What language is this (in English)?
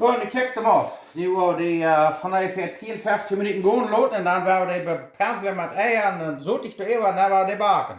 Plautdietsch